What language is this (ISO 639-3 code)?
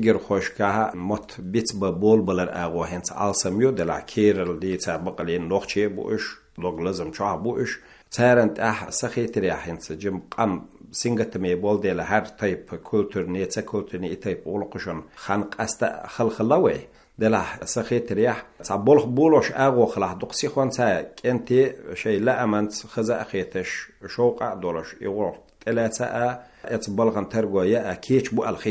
che